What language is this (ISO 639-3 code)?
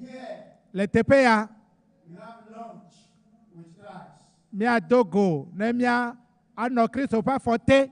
ewe